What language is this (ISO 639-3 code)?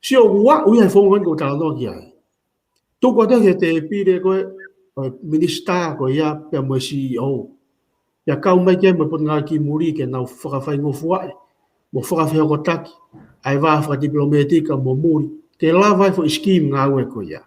ton